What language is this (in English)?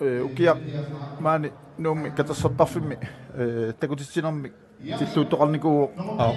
Kalaallisut